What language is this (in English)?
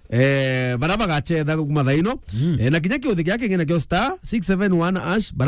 Meru